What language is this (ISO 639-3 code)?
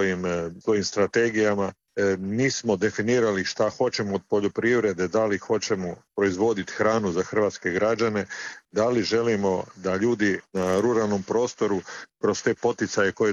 hrv